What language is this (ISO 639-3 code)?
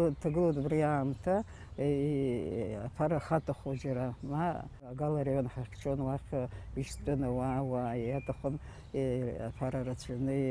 abk